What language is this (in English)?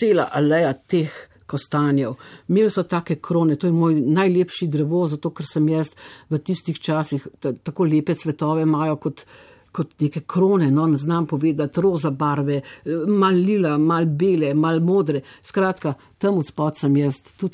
Slovenian